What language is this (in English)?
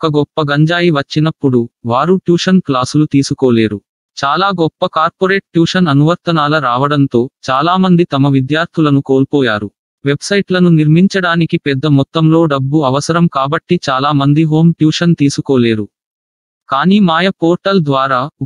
Telugu